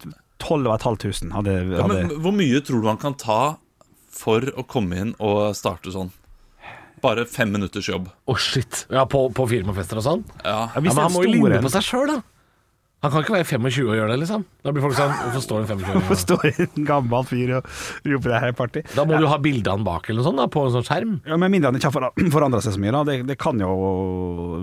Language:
Norwegian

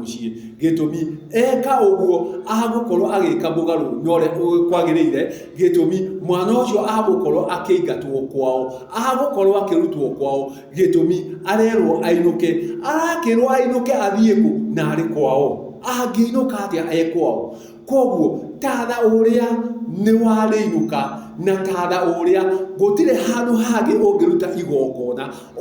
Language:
Kikuyu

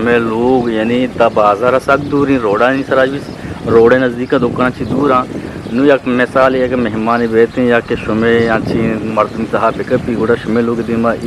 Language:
Eastern Balochi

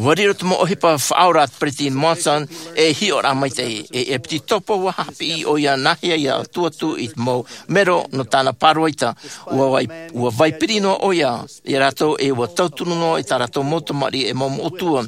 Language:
Tahitian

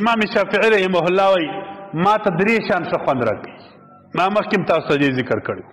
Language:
Pashto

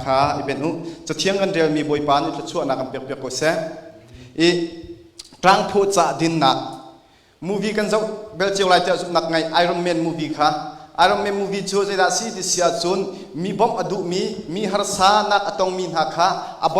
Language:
Hakha Chin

